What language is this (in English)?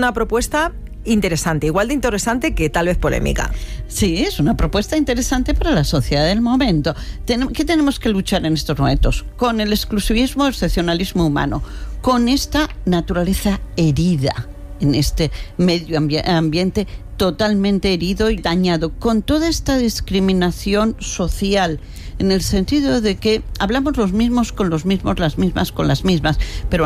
Spanish